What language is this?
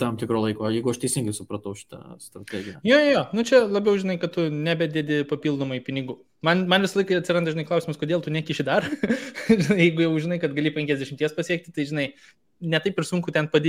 Lithuanian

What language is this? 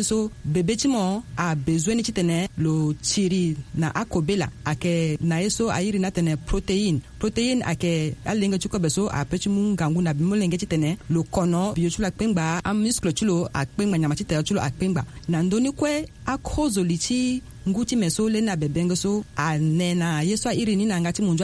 Sango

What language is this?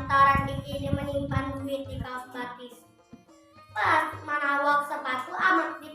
Banjar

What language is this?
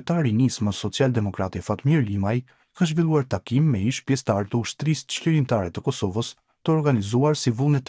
Albanian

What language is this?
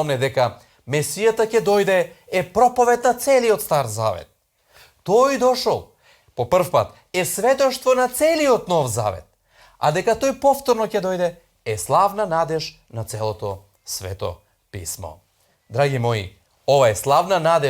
Macedonian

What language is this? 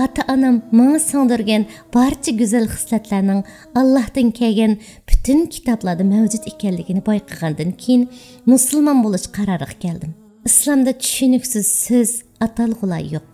Uyghur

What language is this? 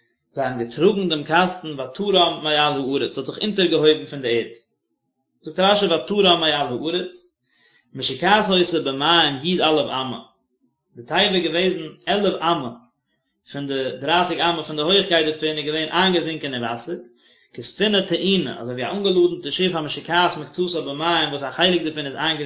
Yiddish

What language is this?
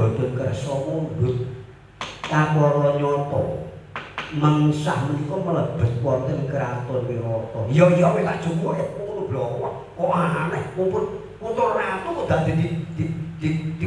Javanese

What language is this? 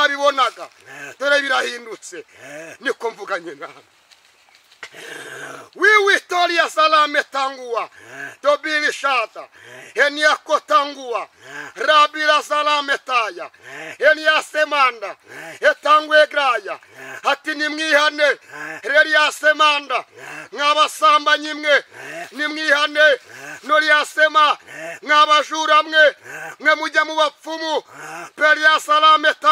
Kinyarwanda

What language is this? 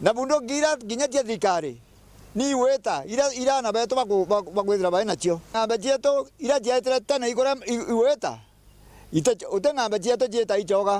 Meru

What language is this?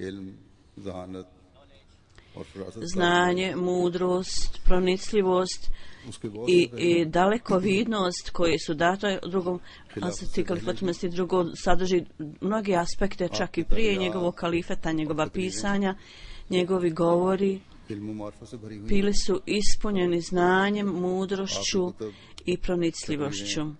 Bosnian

